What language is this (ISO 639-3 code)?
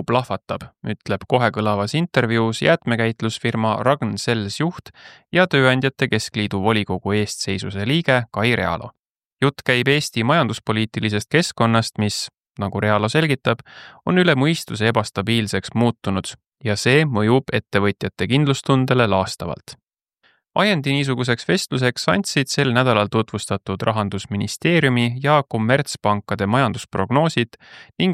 est